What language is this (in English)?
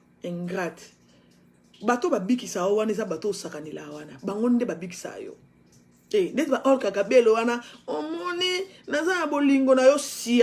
Lingala